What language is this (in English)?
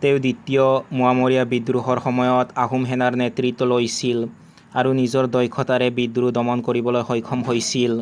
Assamese